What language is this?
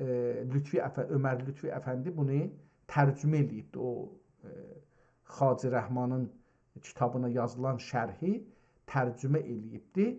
South Azerbaijani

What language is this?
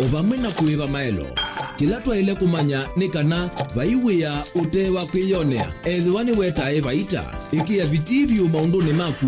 Kamba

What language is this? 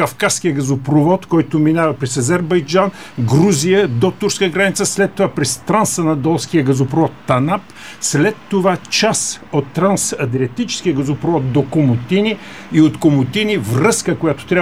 Bulgarian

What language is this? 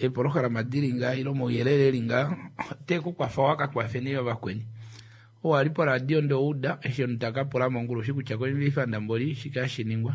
Kuanyama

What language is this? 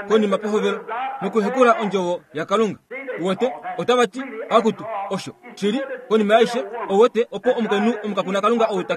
Kuanyama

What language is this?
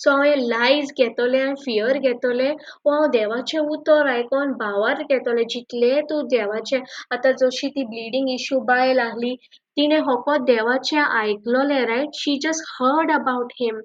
Konkani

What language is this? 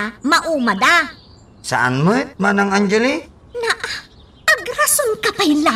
Iloko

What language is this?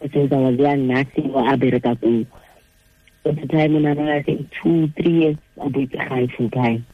Tswana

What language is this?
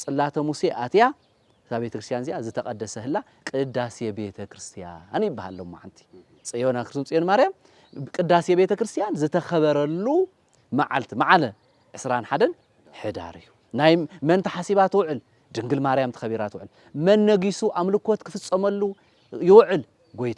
Tigrinya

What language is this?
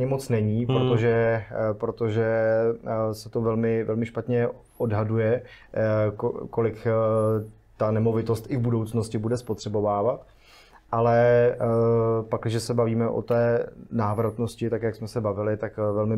Czech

